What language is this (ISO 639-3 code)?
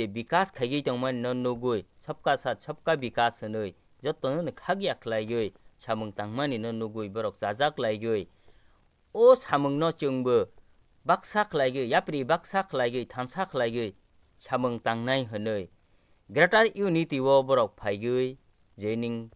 trp